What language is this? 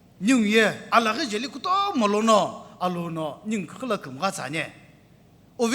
Sumi Naga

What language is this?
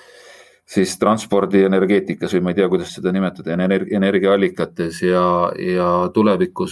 Estonian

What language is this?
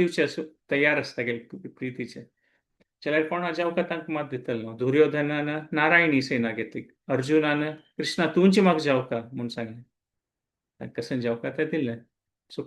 Konkani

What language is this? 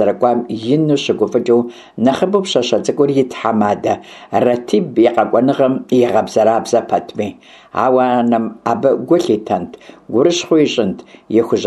Kabardian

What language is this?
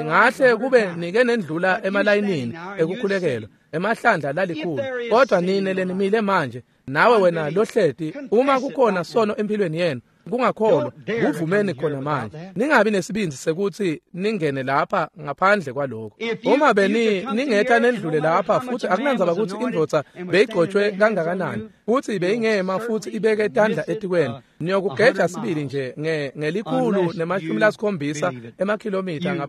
Swati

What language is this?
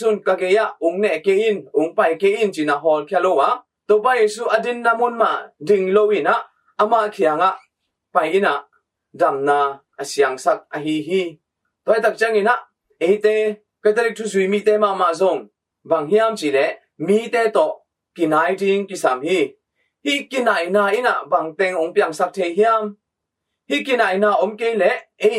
Tedim Chin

